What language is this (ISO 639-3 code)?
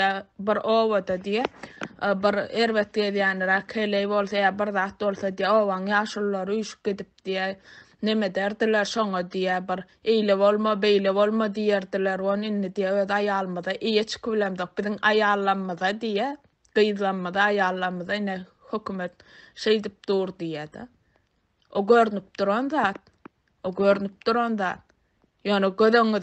tuk